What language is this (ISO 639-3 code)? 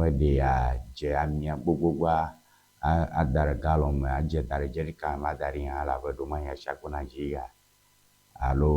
ewe